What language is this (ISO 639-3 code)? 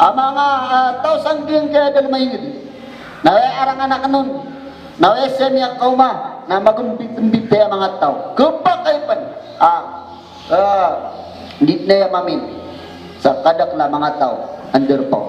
mrw